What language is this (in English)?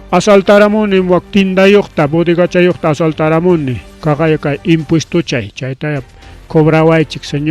Ayacucho Quechua